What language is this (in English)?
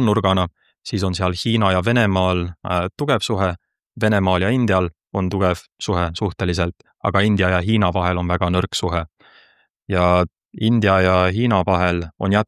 Estonian